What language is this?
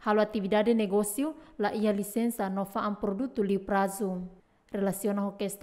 Tetum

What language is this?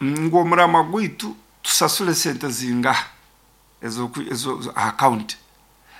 Nyoro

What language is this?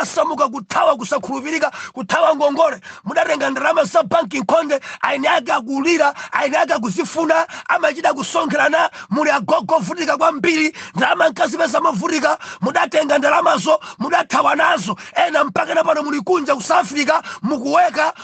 Nyanja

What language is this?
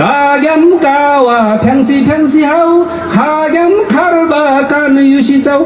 Nepali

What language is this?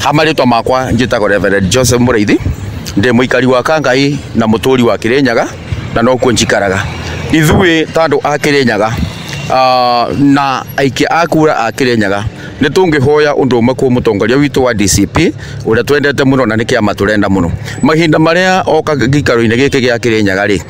Kikuyu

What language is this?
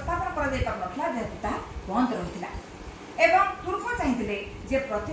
Odia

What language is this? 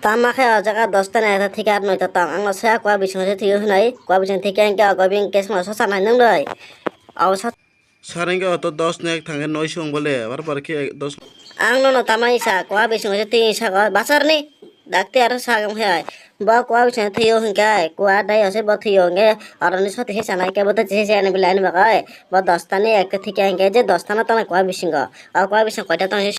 Kok Borok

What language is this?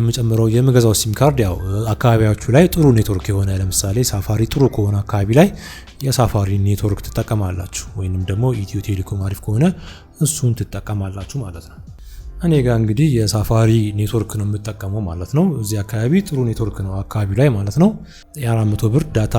Amharic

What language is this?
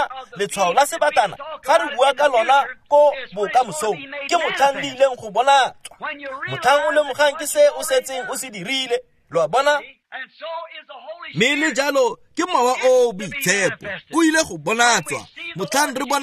Tswana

